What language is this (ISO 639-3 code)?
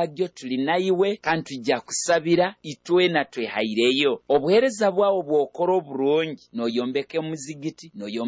nyo